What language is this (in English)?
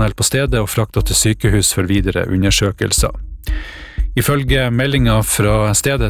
Norwegian